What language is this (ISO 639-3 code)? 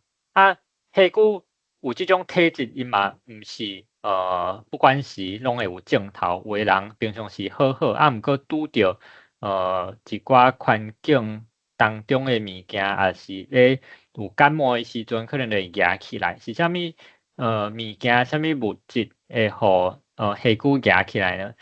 nan